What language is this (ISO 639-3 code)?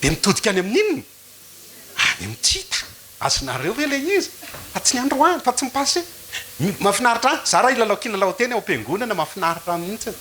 mlg